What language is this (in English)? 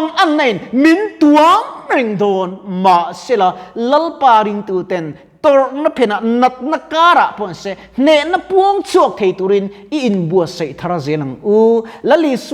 Mizo